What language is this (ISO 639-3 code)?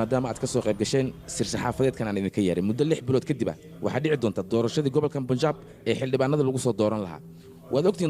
som